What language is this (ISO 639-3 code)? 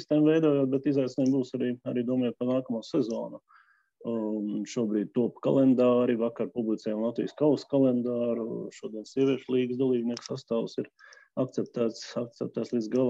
lav